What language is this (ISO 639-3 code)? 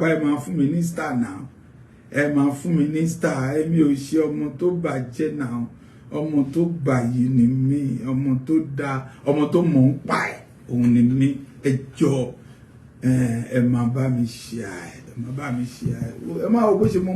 yor